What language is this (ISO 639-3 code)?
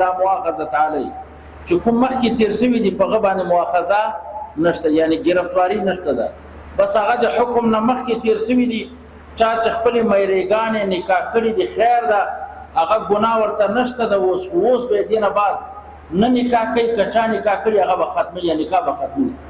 pus